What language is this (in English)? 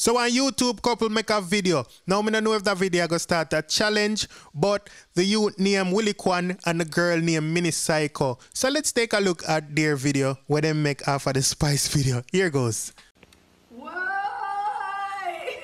Jamaican Creole English